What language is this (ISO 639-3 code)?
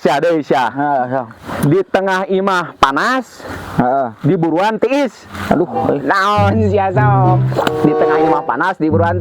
sun